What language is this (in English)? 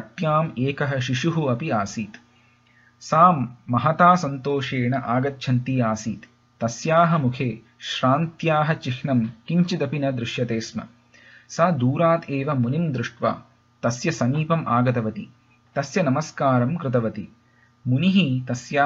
Sanskrit